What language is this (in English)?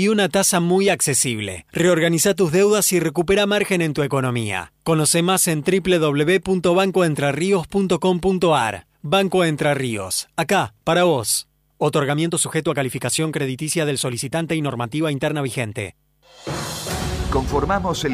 Spanish